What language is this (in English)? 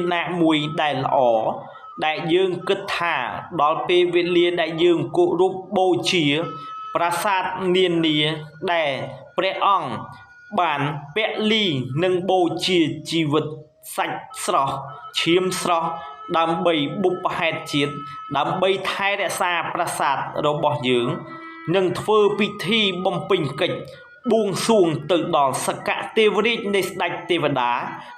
Khmer